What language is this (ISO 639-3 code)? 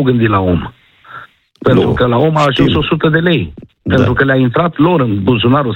ron